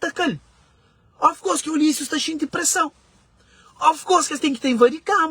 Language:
Kabuverdianu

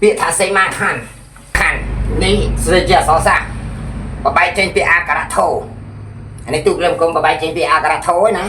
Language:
Khmer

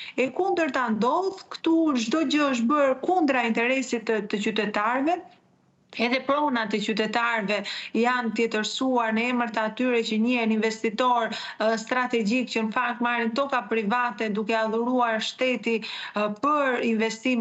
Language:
Albanian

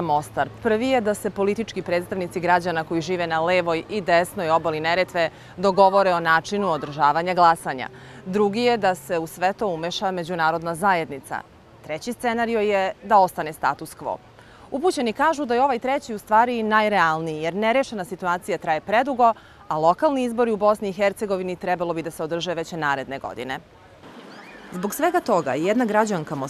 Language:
Serbian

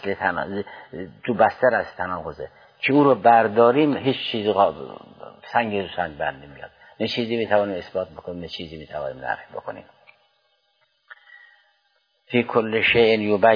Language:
Persian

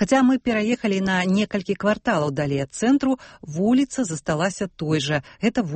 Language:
Belarusian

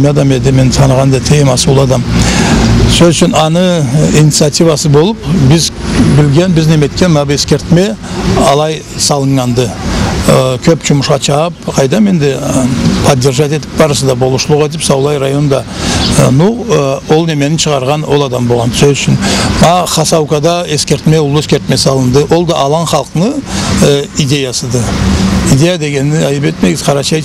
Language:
Karachay-Balkar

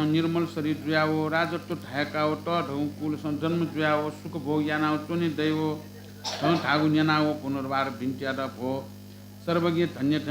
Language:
Newari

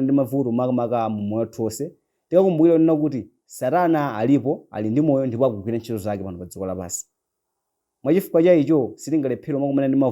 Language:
Nyanja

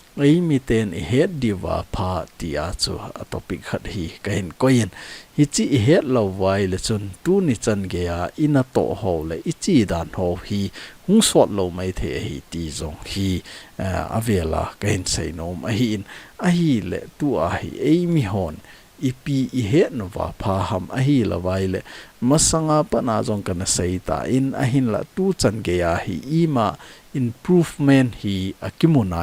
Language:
Thado Chin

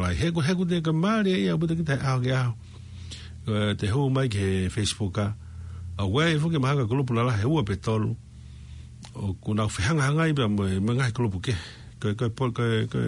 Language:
Tongan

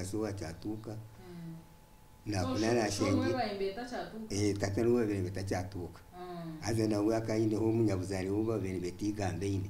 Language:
Nyankole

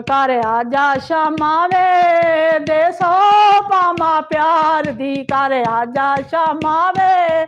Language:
Dogri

